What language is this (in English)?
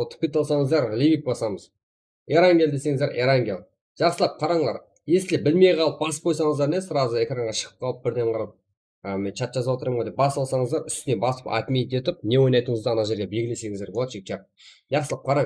Kara-Kalpak